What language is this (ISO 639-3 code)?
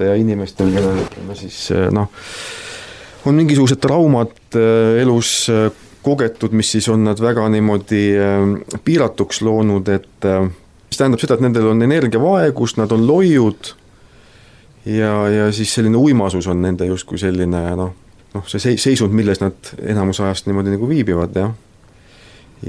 est